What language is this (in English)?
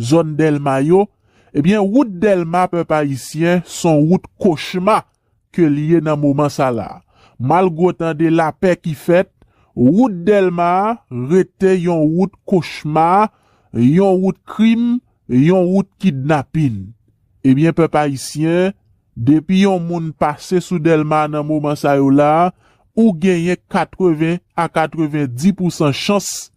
Haitian Creole